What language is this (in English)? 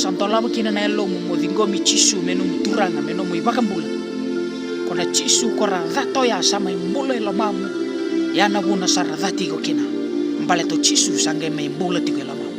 Fijian